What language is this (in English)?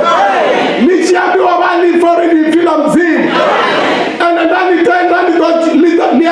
Venda